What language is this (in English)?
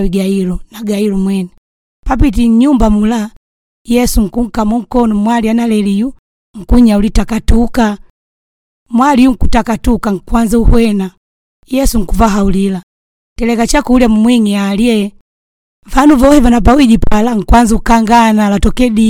Makonde